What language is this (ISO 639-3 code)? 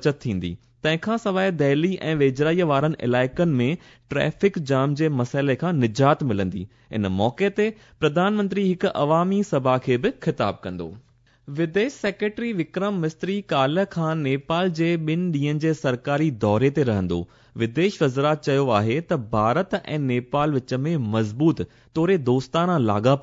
snd